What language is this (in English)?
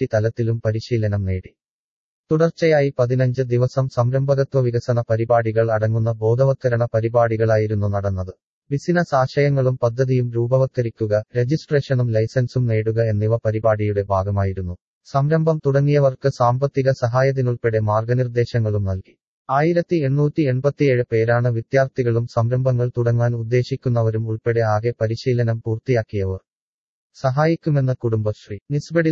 Malayalam